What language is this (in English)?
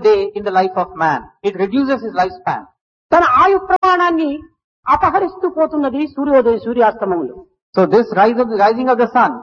Telugu